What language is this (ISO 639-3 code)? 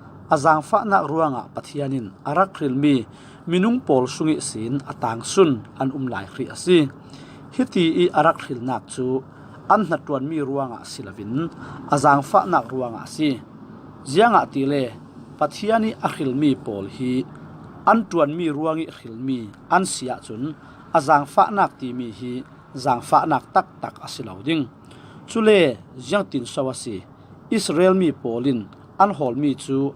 cfm